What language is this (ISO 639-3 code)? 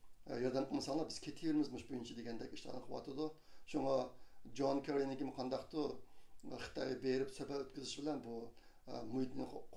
uig